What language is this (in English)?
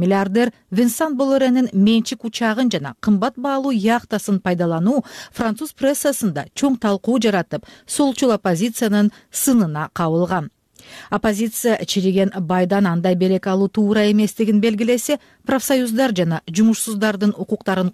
Kyrgyz